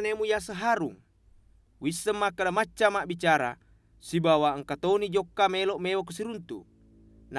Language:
Buginese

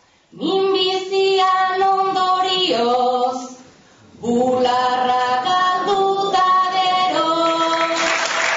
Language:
Basque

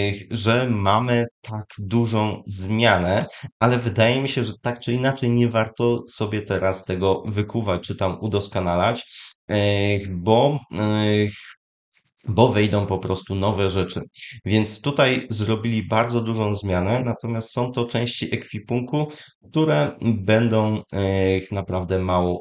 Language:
Polish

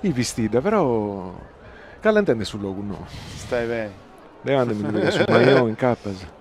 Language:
Sardinian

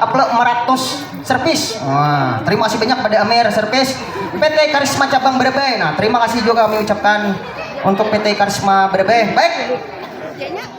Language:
Banjar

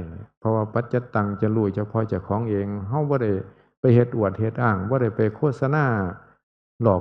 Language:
Northeastern Thai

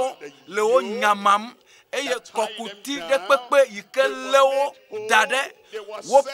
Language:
Ewe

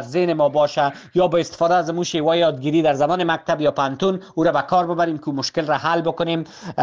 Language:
Persian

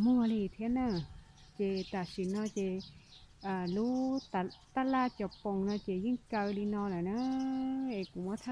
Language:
Hmong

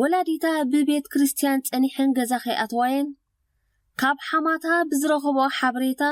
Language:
Tigrinya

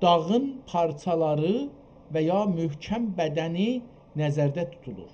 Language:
South Azerbaijani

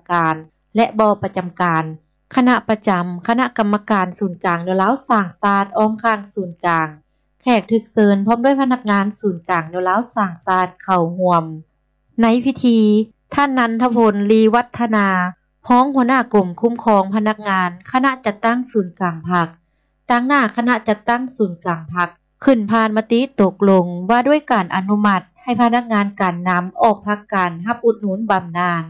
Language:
Lao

